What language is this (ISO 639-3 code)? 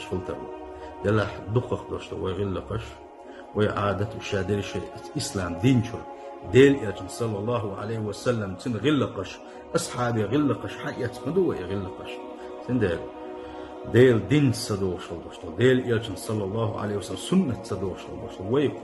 che